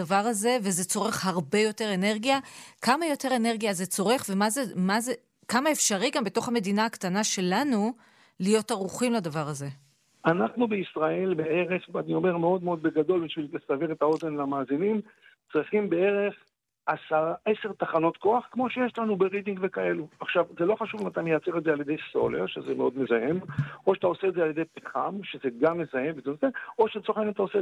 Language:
Hebrew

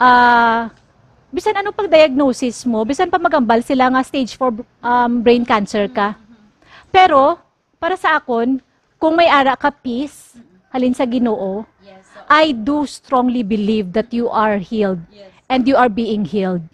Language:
Hiligaynon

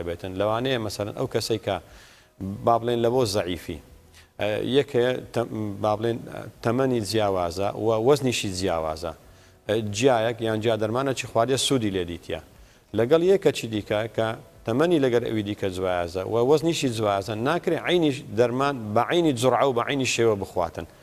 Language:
Central Kurdish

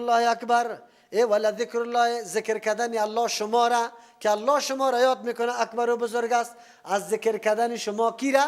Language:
Persian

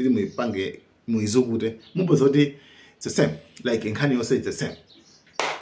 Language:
Nyanja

